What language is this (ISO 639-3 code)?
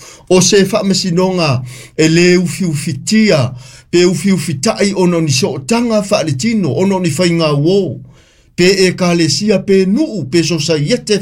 smo